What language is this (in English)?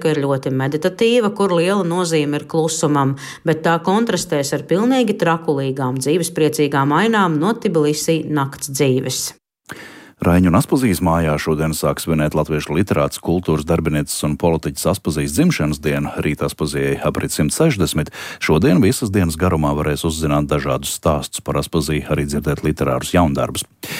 Latvian